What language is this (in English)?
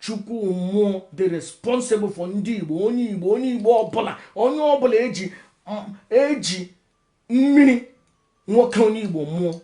Igbo